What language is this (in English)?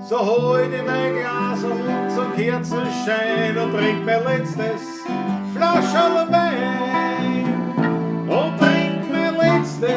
Bavarian